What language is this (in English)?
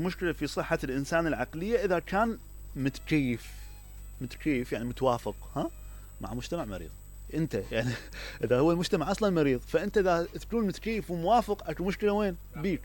Mesopotamian Arabic